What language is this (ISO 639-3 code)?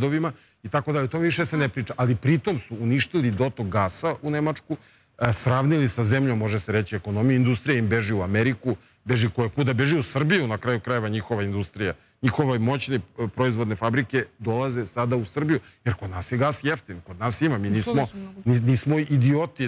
srp